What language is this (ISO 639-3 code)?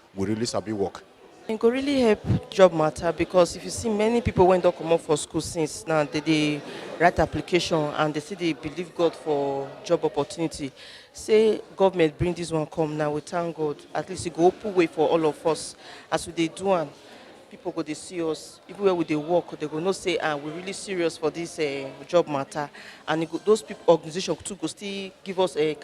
pcm